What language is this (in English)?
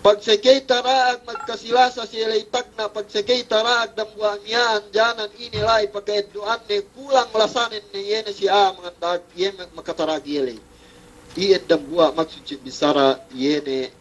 Yakan